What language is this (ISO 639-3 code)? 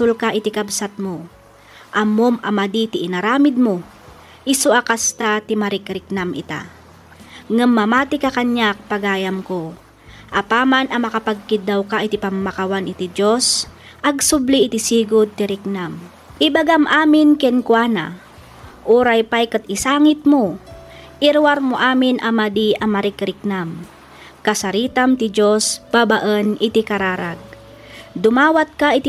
ilo